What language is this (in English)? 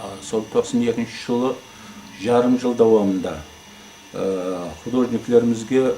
Kara-Kalpak